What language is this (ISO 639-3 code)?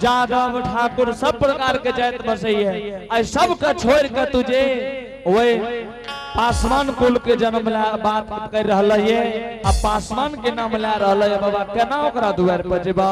anp